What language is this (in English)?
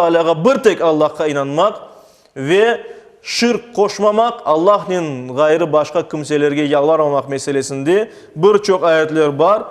Crimean Tatar